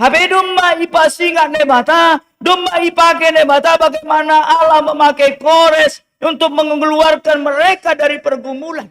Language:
Batak Simalungun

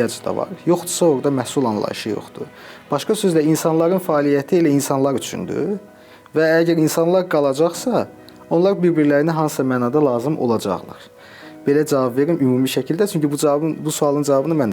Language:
Azerbaijani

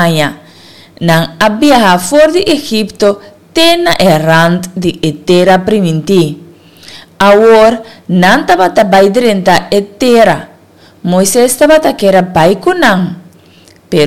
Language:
Papiamento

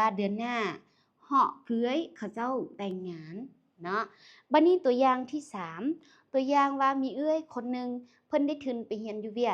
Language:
Lao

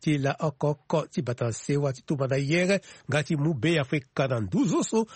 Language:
Sango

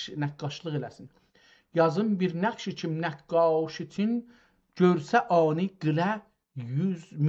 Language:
South Azerbaijani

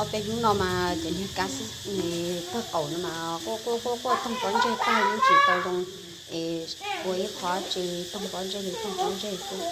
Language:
Hmong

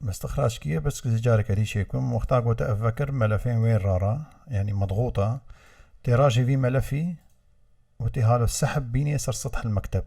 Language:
Kurdish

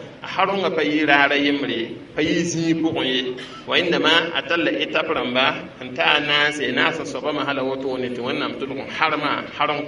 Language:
Mossi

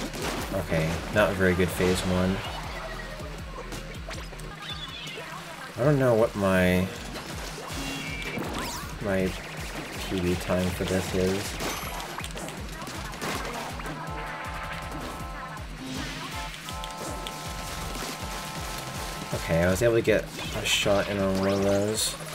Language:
English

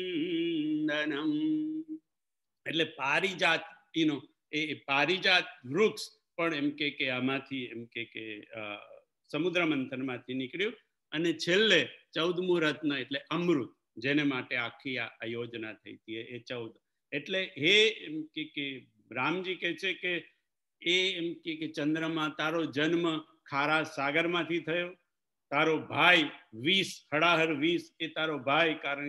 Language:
Gujarati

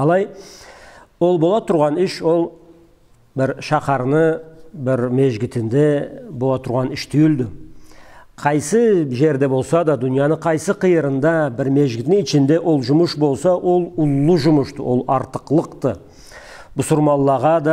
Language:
Karachay-Balkar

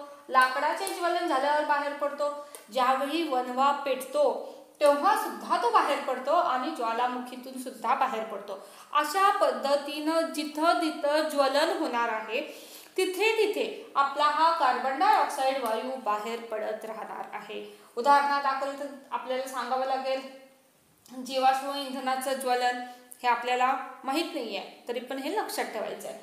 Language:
Marathi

